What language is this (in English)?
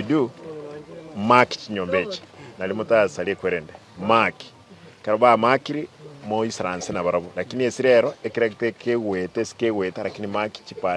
Gusii